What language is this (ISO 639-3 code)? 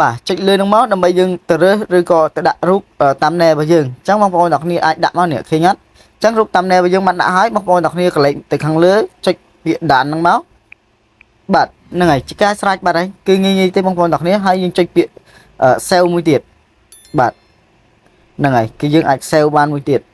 khm